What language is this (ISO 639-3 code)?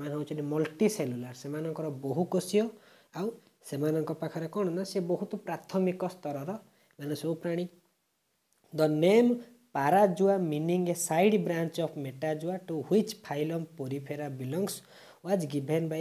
ori